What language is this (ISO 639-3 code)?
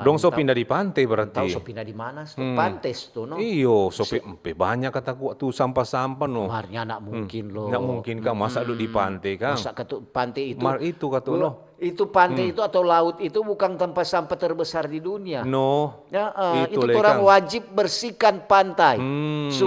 xmm